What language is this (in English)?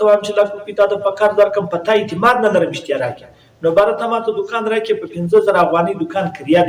Pashto